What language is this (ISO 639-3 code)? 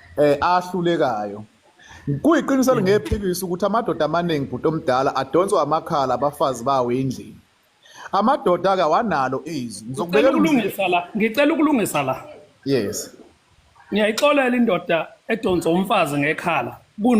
zul